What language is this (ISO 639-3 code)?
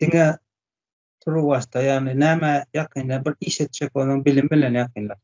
tuk